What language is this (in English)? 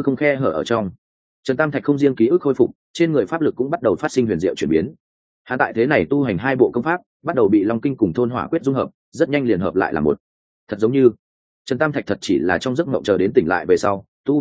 Vietnamese